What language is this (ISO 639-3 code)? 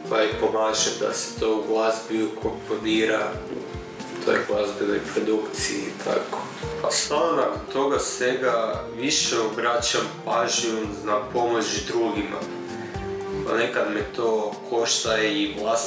hrv